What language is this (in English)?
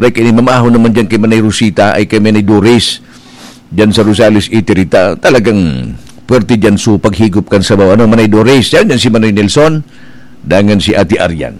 Bikol